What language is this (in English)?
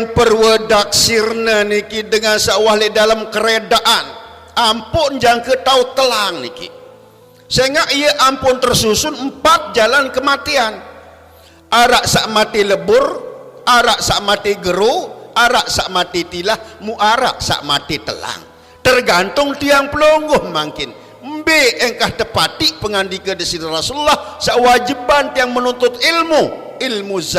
Sasak